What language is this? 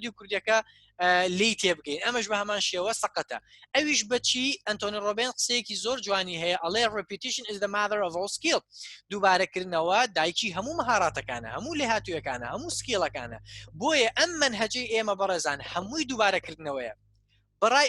Central Kurdish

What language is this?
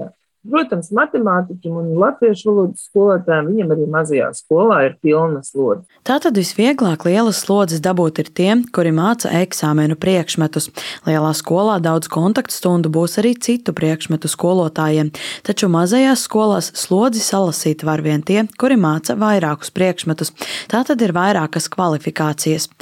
Latvian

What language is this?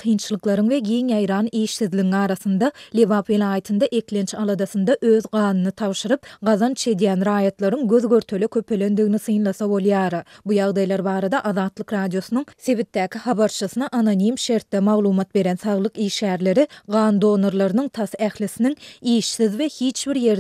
Turkmen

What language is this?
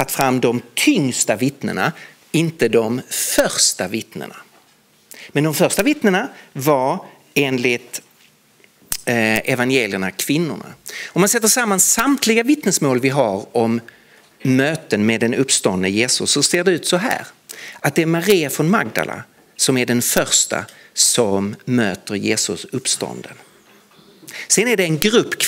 Swedish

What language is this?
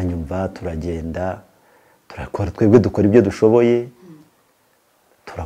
Kinyarwanda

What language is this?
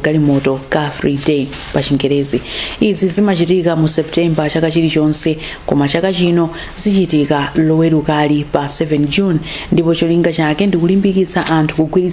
Nyanja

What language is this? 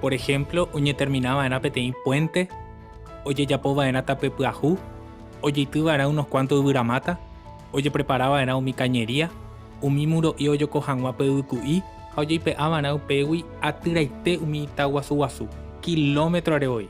Guarani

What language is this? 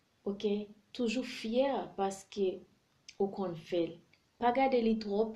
Haitian Creole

